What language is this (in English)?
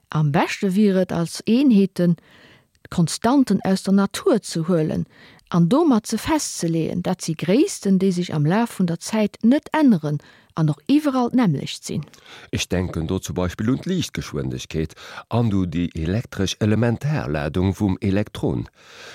Luxembourgish